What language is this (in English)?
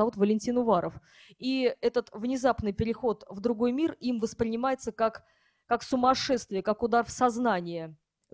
Russian